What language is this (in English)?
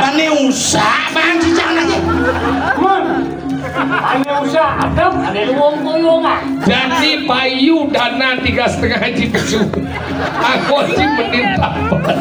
Balinese